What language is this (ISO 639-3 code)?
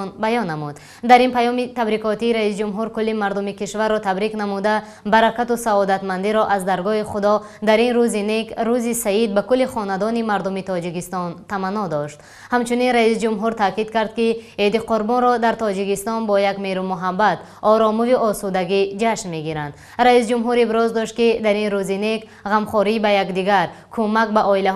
tgk